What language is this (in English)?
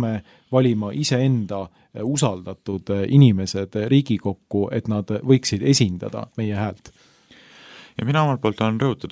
Estonian